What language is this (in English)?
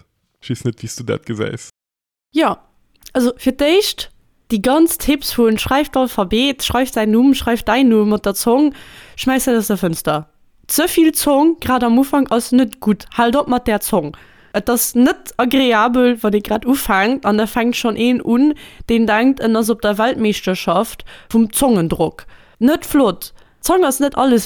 Luxembourgish